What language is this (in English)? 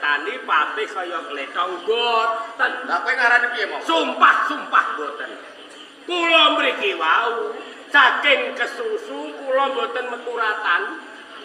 Javanese